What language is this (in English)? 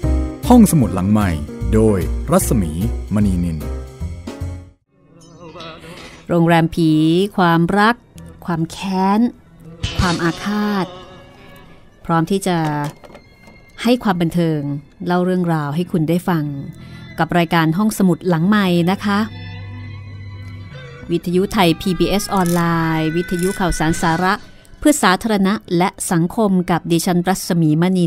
Thai